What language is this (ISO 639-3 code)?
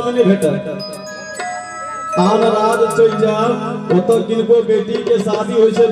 mai